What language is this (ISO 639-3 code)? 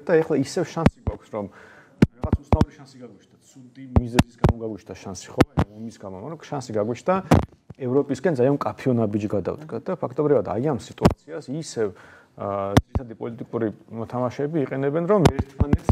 kat